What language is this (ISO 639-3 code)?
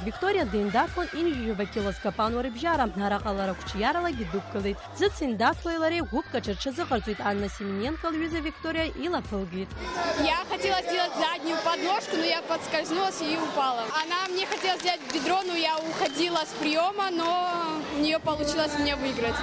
abk